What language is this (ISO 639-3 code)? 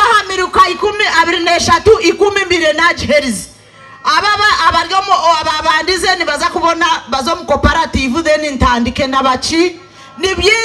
nyn